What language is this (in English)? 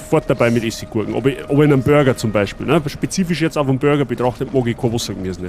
Bavarian